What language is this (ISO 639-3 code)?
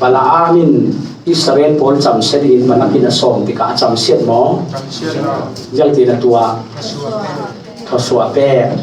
cfm